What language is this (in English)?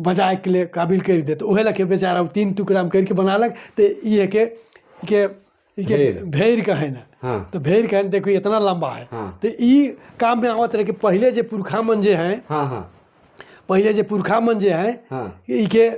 Sadri